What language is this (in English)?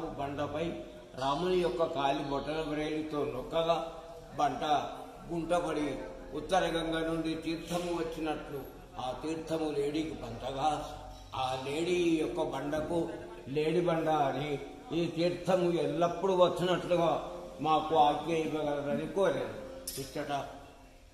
Telugu